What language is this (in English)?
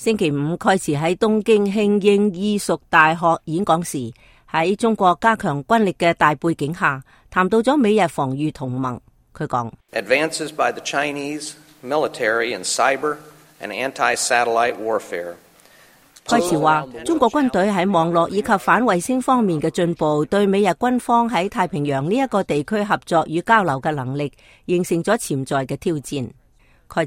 Cantonese